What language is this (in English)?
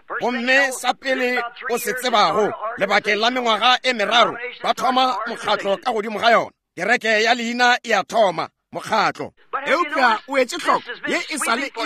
Northern Sotho